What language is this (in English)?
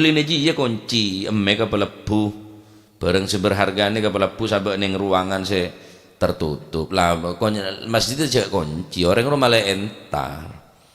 Madurese